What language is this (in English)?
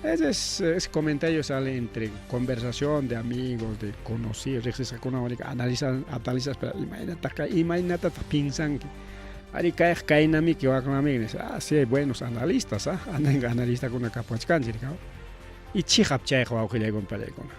Ayacucho Quechua